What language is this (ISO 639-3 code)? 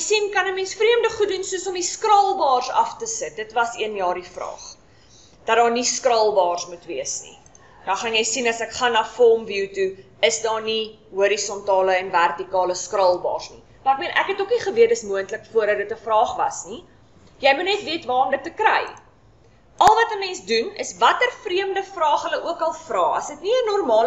afr